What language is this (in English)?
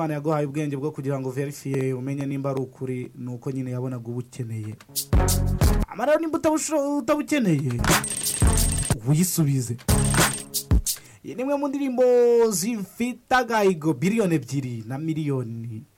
Kinyarwanda